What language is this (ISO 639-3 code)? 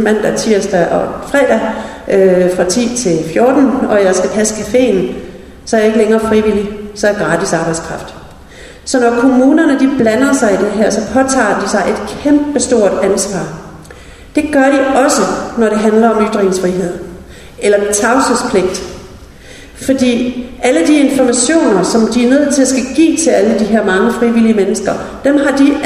dan